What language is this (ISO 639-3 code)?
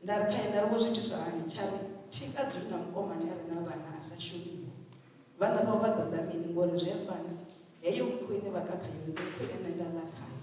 ven